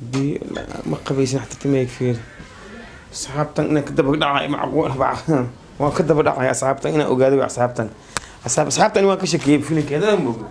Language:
Somali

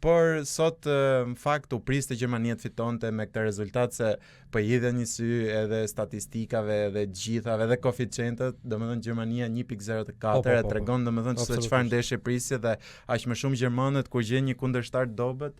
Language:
Albanian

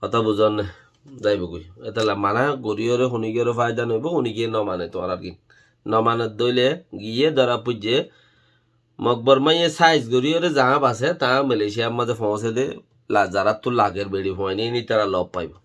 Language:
Rohingya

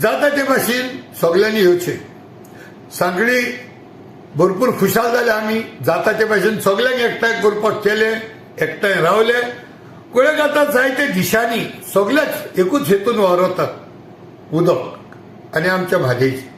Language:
Konkani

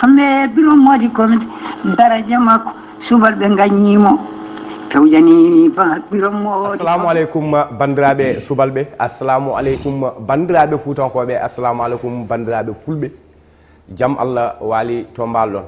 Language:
Fula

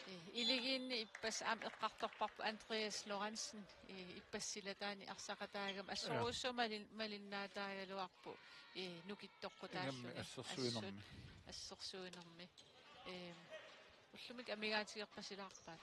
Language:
Kalaallisut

